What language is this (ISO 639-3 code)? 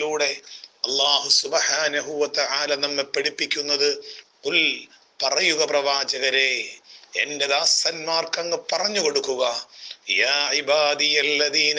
mal